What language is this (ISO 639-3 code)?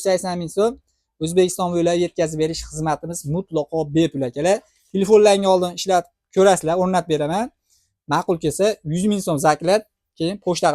uzb